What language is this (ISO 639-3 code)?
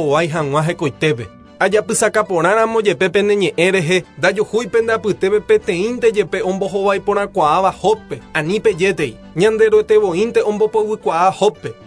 grn